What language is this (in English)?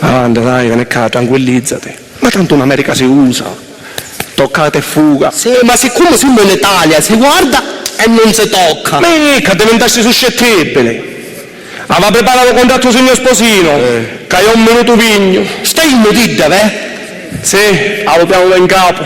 Sicilian